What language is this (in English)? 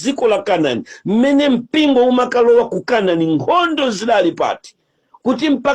Nyanja